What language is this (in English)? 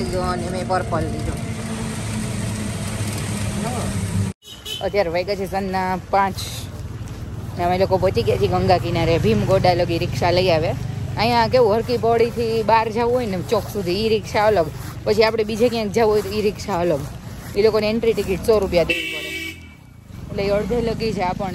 Gujarati